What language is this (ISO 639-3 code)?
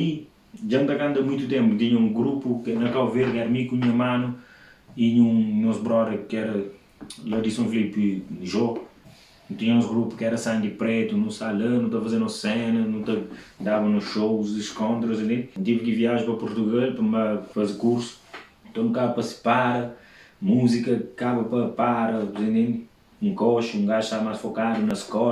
kea